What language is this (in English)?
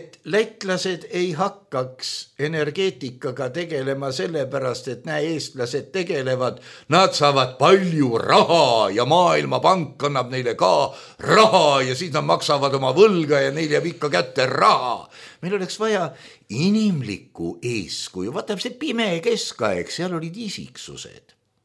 Estonian